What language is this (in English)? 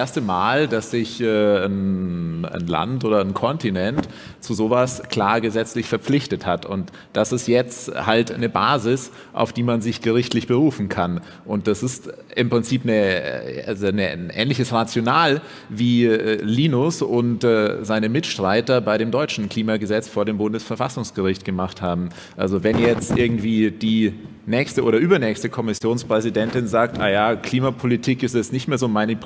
German